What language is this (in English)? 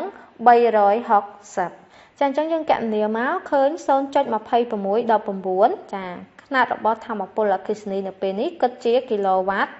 Khmer